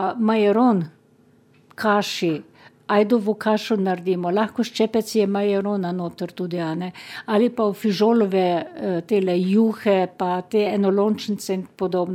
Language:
Slovenian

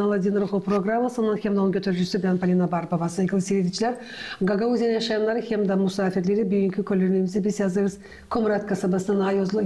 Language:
Gagauz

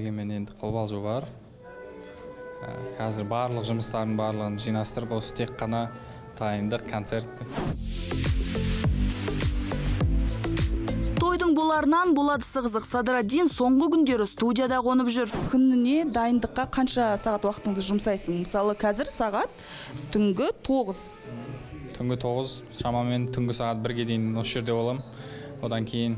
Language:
Kazakh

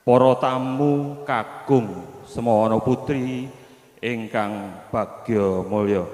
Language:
Javanese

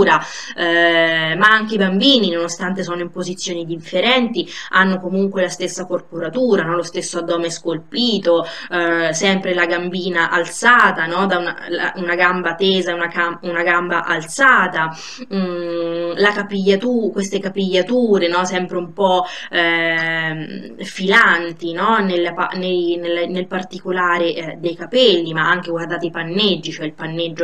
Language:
Italian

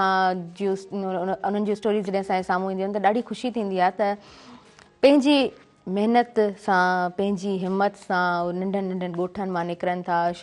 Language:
Sindhi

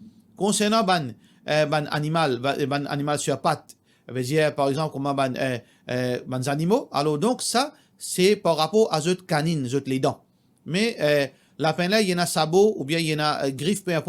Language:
Morisyen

